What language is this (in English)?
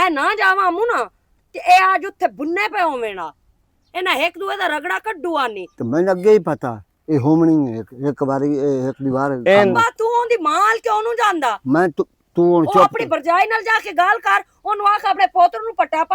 Western Panjabi